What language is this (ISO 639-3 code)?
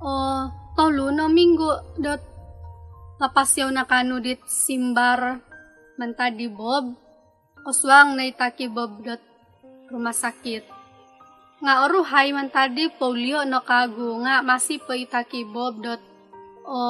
dtp